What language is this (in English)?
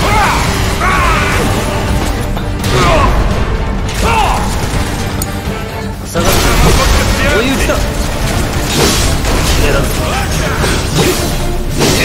Japanese